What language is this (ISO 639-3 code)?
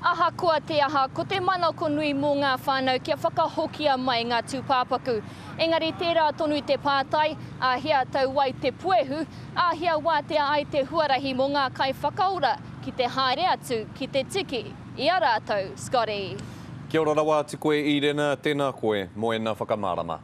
mri